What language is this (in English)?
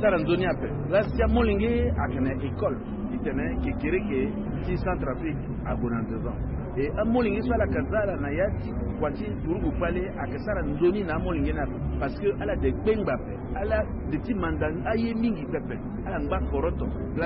Sango